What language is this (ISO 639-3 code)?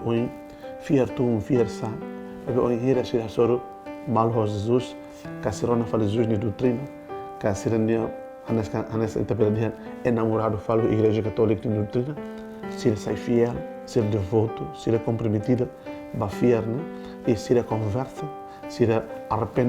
tet